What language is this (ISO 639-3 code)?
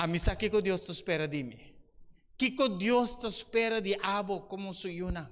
pap